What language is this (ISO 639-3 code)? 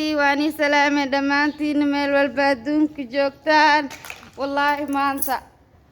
som